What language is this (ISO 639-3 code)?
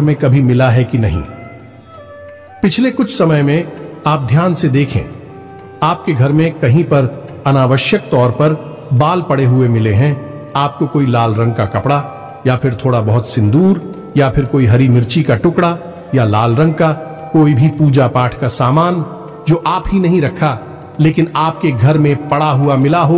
hin